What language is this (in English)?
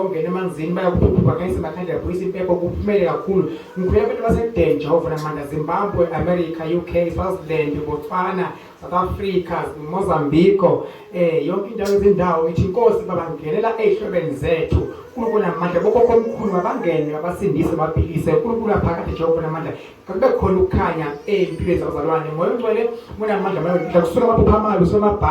Zulu